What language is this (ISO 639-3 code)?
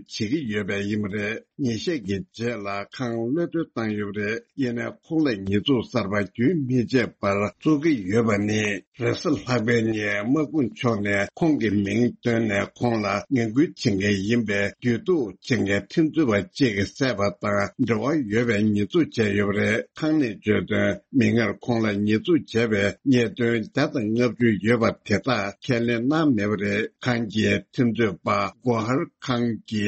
bod